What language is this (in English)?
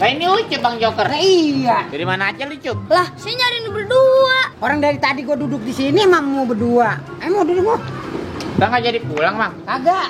Betawi